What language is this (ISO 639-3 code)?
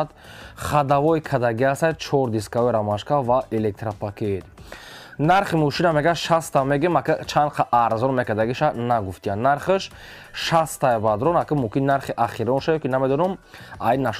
tgk